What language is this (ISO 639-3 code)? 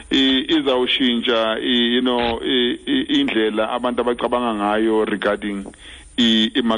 xho